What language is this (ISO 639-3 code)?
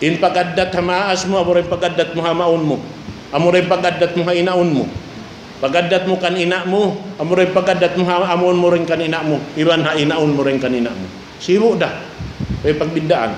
tsg